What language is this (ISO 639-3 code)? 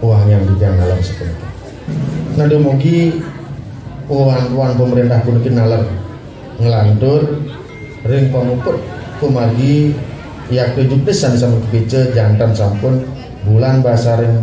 ban